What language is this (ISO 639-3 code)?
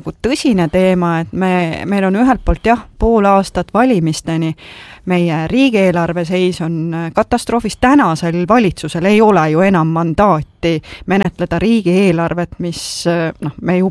est